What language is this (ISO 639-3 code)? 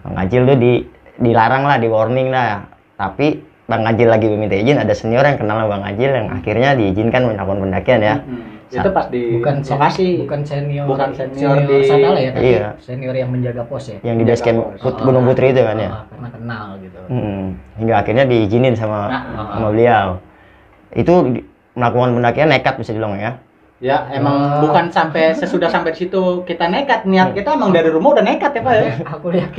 ind